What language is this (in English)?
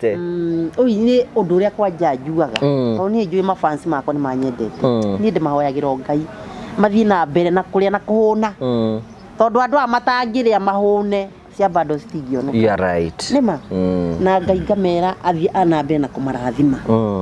Kikuyu